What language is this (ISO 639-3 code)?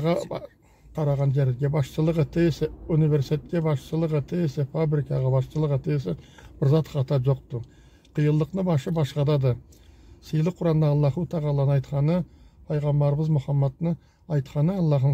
krc